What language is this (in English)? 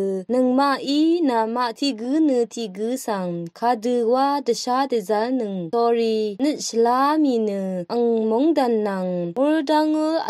Rawang